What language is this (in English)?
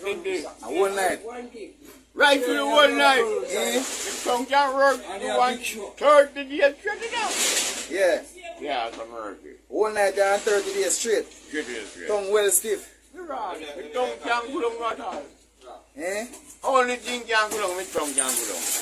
Jamaican Creole English